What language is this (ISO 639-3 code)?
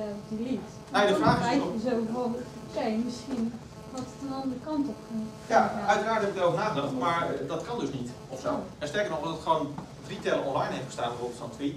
nld